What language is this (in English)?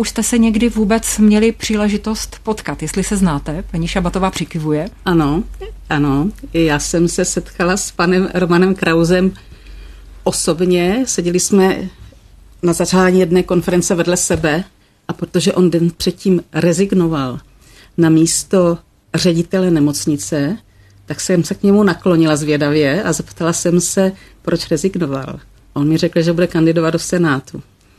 Czech